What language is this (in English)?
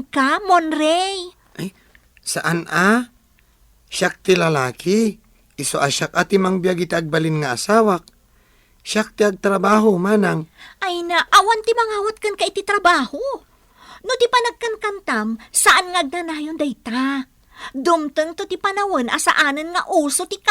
Iloko